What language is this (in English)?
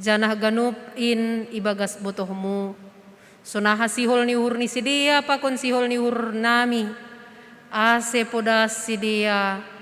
Batak Simalungun